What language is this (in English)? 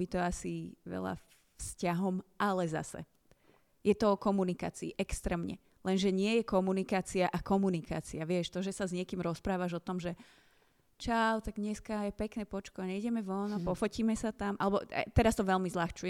Slovak